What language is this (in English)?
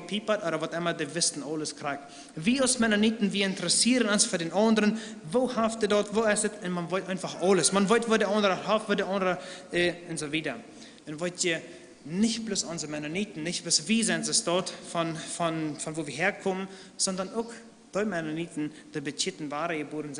Plautdietsch